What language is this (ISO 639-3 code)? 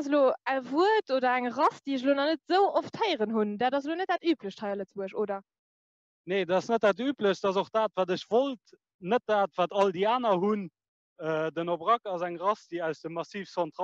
ltz